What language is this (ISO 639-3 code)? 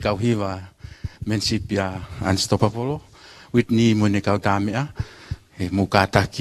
ton